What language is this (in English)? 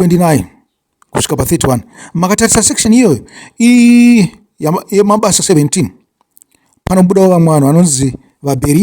Shona